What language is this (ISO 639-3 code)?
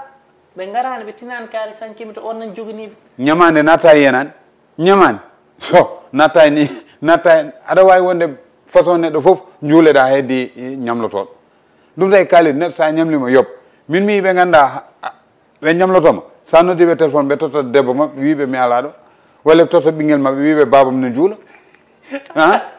ful